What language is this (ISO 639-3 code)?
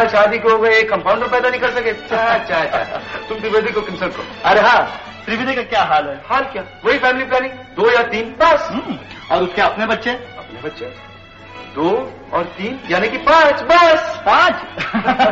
hin